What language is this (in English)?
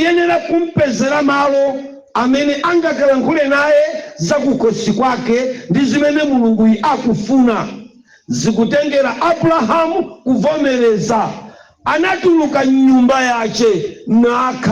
Nyanja